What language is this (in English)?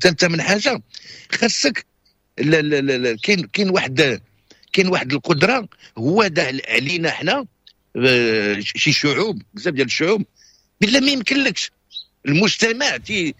Moroccan Arabic